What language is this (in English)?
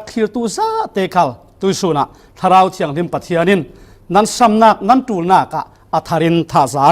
Falam Chin